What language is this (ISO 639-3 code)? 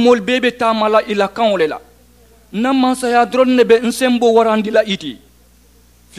man